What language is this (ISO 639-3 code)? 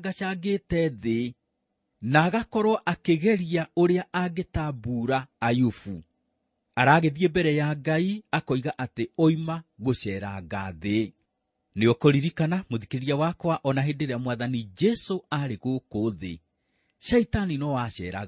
kik